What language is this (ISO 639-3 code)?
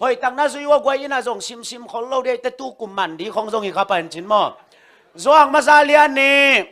ctd